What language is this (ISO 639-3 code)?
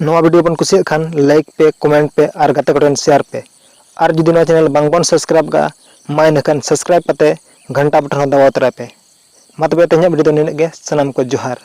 sat